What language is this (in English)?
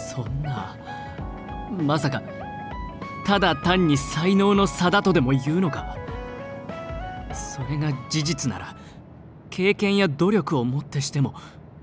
Japanese